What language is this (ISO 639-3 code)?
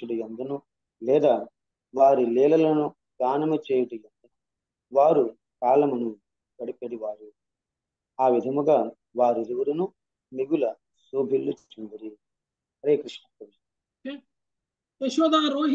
tel